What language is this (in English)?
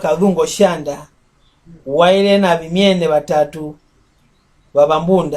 Mbunda